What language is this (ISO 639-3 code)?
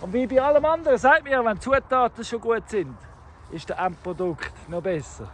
gsw